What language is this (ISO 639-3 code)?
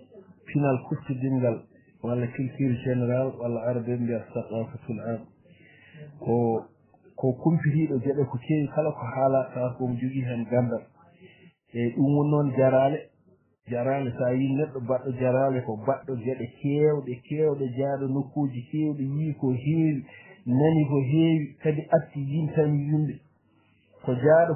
ful